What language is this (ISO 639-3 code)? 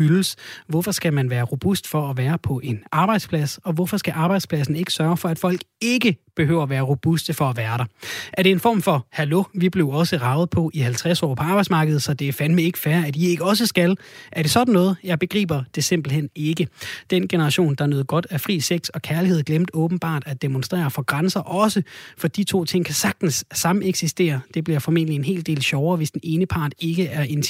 dan